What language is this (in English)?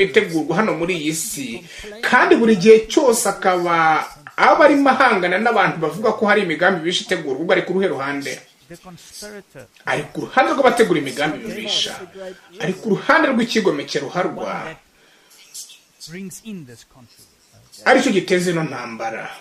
Kinyarwanda